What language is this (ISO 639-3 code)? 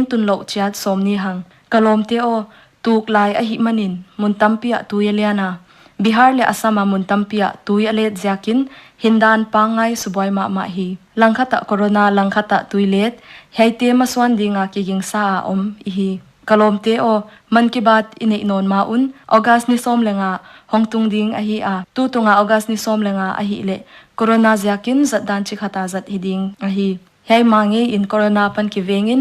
pck